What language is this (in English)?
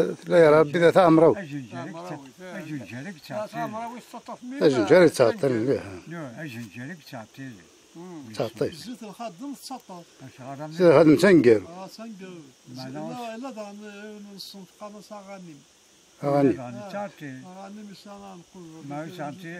Kabyle